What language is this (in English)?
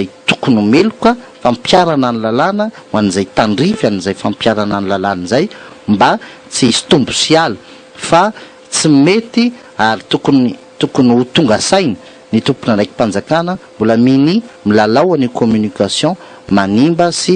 Malagasy